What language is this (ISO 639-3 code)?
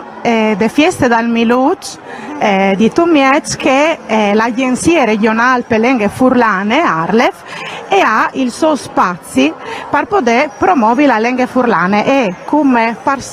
fur